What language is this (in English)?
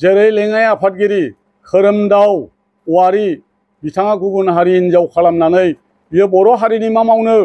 Bodo